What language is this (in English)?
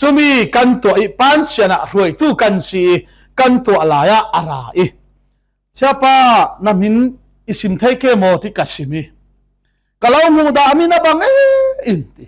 Falam Chin